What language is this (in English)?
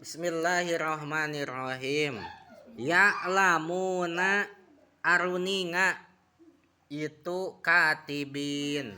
Sundanese